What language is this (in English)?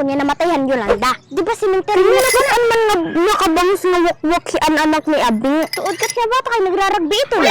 Waray